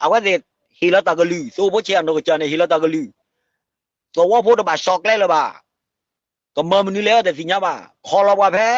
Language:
S'gaw Karen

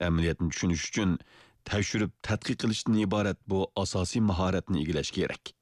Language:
Uyghur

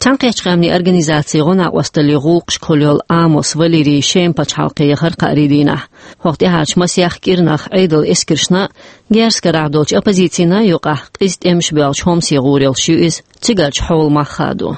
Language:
Chechen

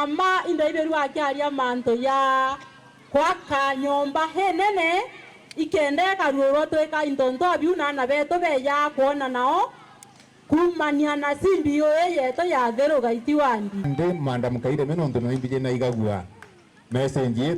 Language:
Meru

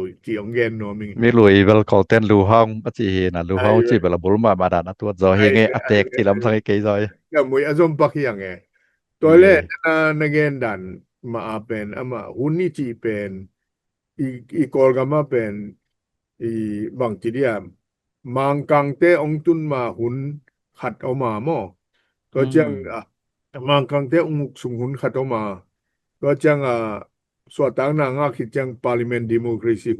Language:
Tedim Chin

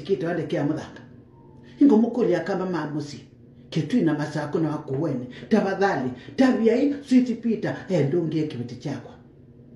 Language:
Kamba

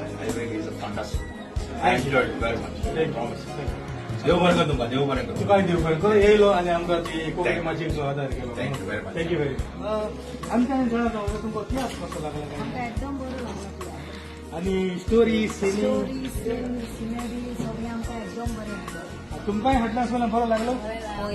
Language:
Konkani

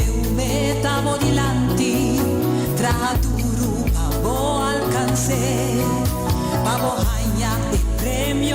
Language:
Papiamento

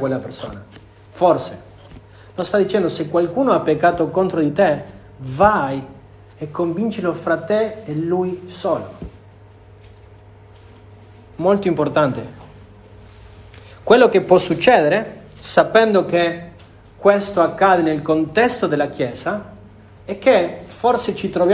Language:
Italian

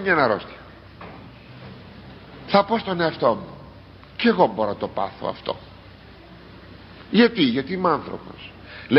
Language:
Greek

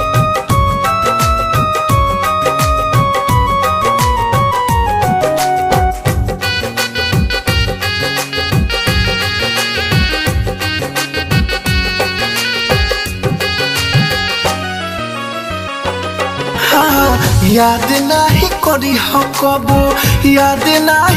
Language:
Bhojpuri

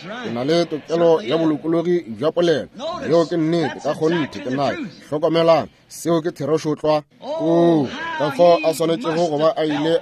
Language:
Northern Sotho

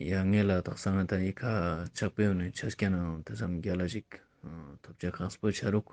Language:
Ladakhi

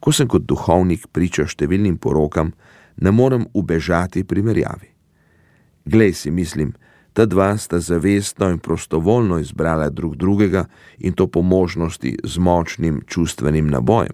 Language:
Slovenian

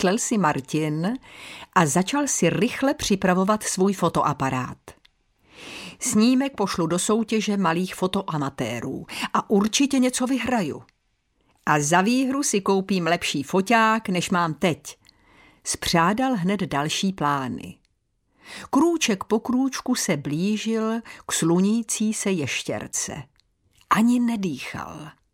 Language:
Czech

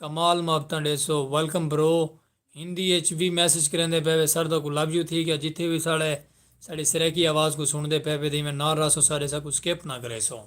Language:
Saraiki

